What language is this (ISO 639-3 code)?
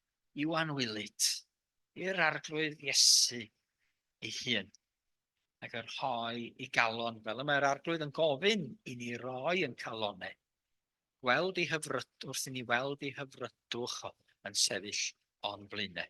cym